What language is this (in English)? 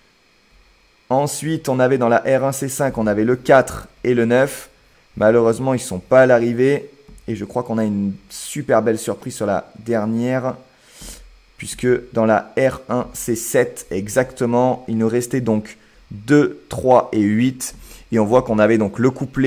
French